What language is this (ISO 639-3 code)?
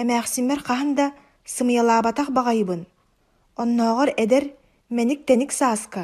sah